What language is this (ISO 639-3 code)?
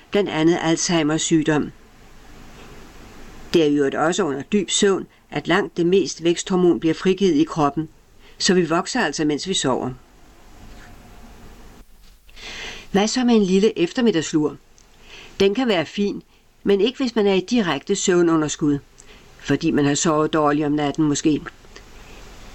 dan